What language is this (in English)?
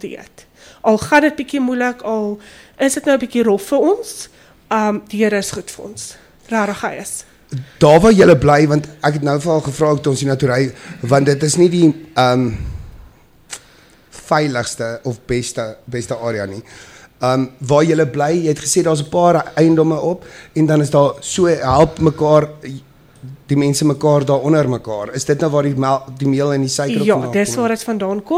Afrikaans